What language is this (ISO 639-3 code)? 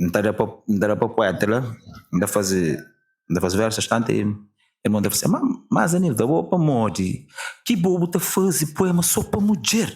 kea